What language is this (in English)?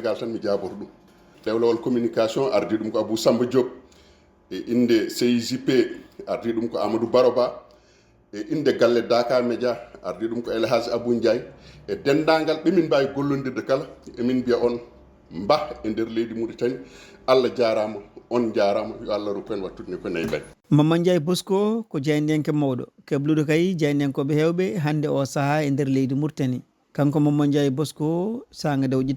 Fula